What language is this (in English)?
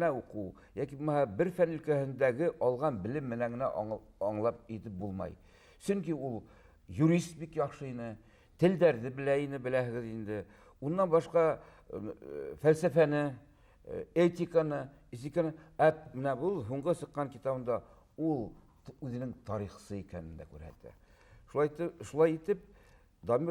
Bashkir